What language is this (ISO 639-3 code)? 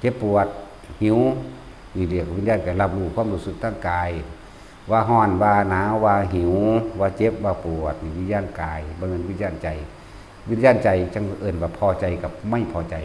tts